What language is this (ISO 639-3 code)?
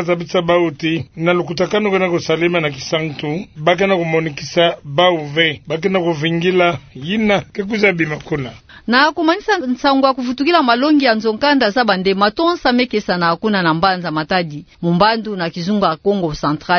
ktu